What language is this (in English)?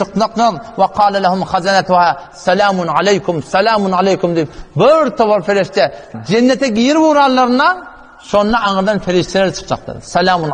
Turkmen